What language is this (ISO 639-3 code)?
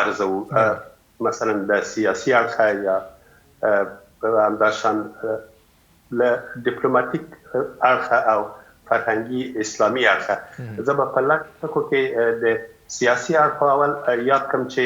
pus